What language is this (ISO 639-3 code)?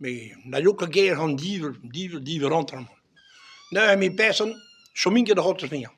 bre